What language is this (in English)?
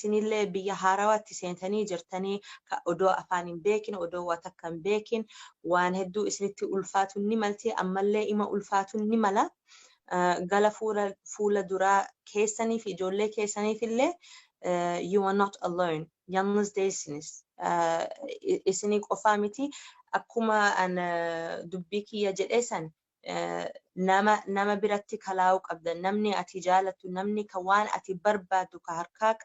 Oromo